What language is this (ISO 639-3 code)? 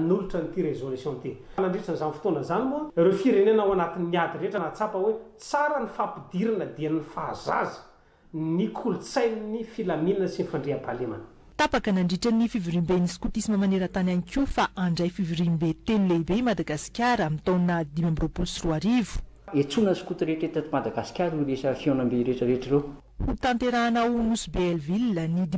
mlg